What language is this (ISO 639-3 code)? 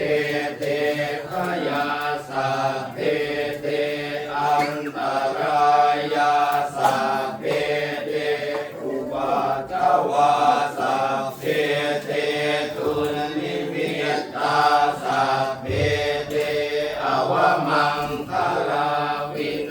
pli